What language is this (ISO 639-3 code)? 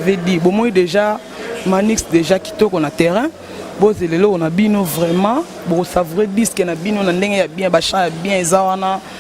lin